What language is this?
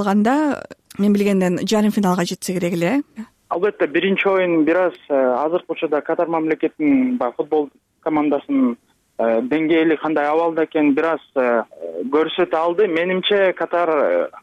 Kyrgyz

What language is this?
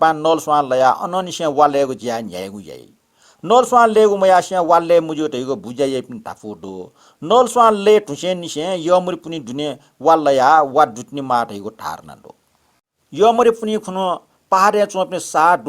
Newari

